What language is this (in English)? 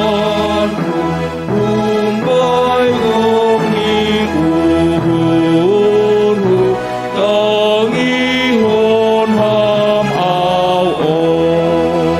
Batak Simalungun